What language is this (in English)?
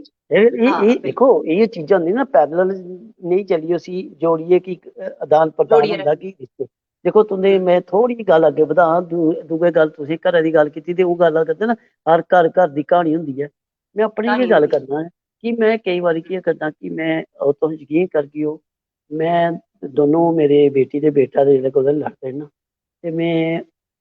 Dogri